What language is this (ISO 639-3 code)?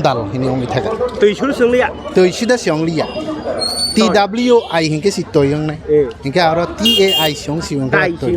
trp